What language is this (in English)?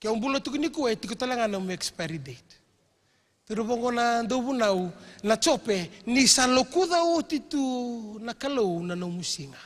Fijian